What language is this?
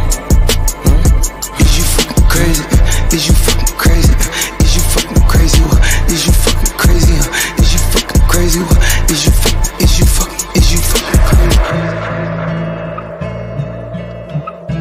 English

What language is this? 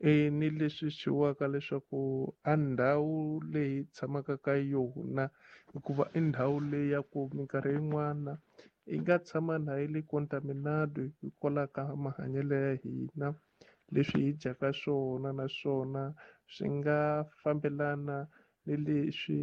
Tsonga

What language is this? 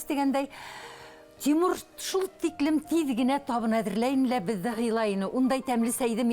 Bashkir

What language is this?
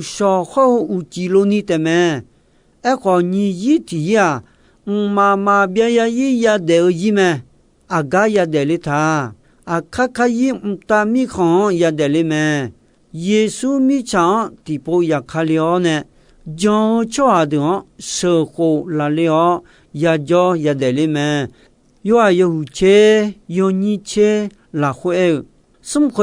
Akha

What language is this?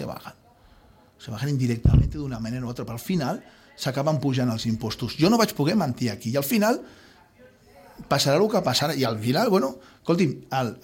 Catalan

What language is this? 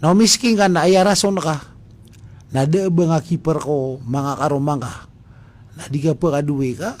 Maranao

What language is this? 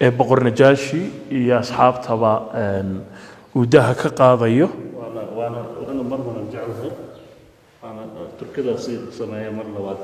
Somali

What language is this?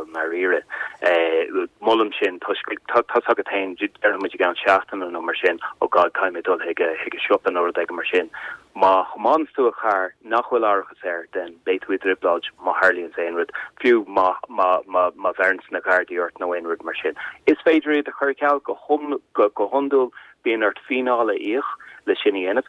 Irish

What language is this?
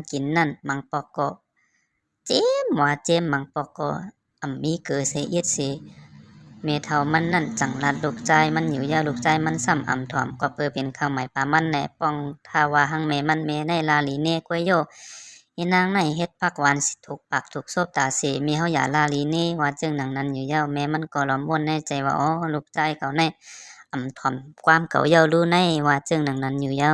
Shan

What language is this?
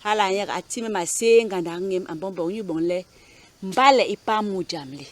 Basaa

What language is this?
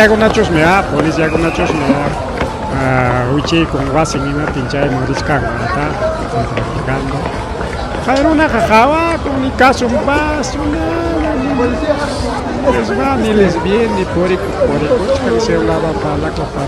Ayacucho Quechua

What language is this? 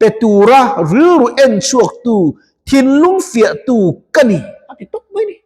Mizo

